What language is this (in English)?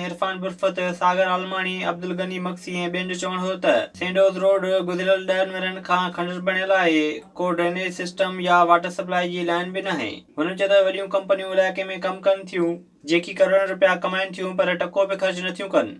Sindhi